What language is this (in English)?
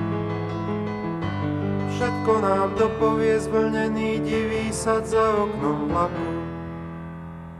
Slovak